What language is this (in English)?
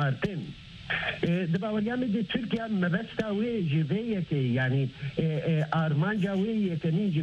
Kurdish